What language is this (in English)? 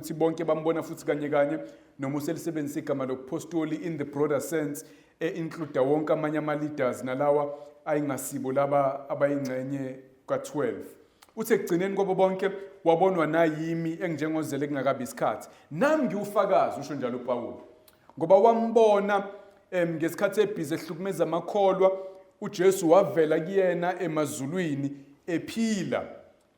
Zulu